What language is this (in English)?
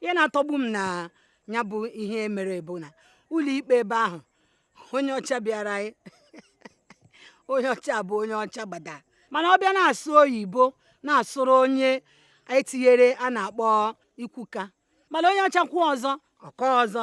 Igbo